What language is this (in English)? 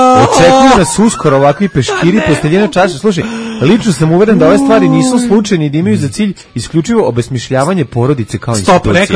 Serbian